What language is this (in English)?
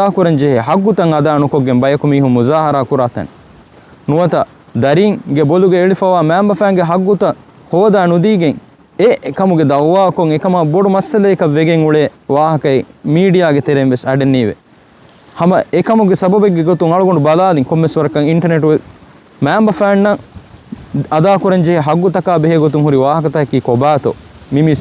Divehi